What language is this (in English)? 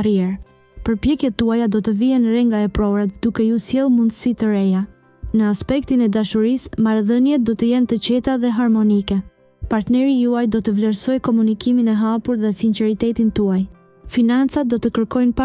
Albanian